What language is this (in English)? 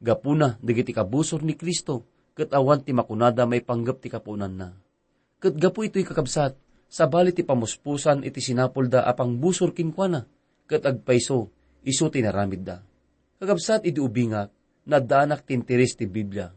Iloko